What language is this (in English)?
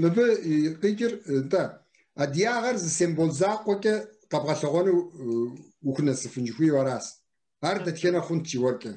Kabardian